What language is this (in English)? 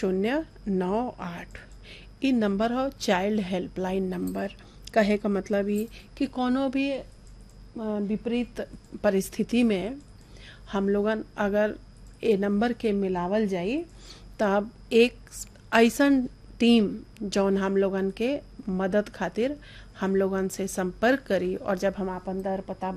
Bhojpuri